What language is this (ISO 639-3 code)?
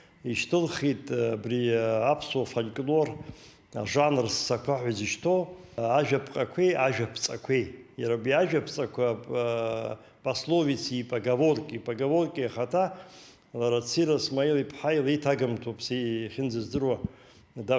abk